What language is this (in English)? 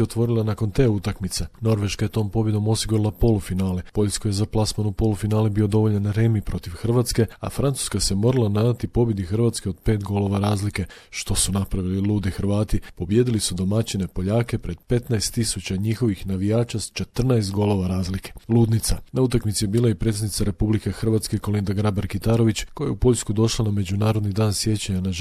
Croatian